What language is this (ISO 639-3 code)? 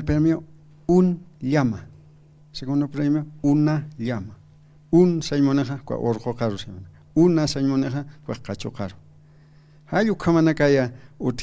aym